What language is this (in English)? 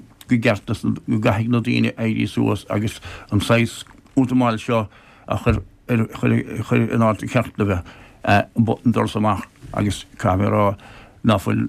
Irish